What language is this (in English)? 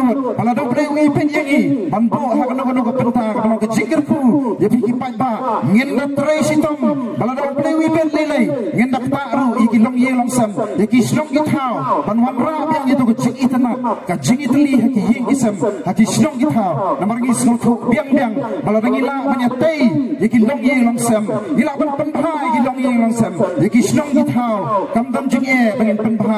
Khasi